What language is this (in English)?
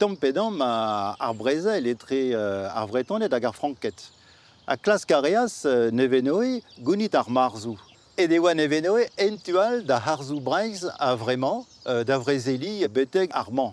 Breton